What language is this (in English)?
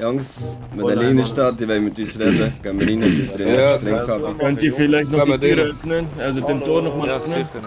Swiss German